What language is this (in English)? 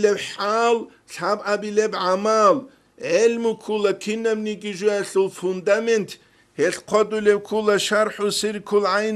Avaric